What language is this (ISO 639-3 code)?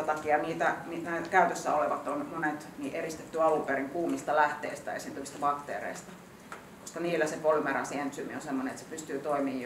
fin